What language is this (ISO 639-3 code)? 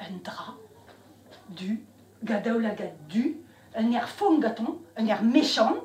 bre